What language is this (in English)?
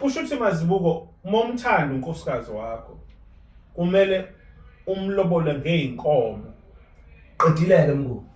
Zulu